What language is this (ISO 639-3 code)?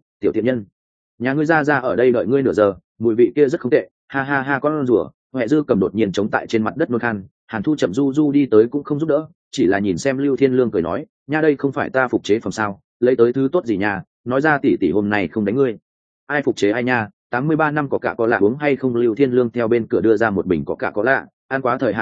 vie